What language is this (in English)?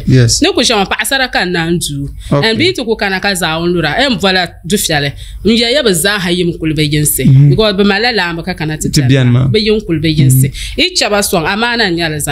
Dagbani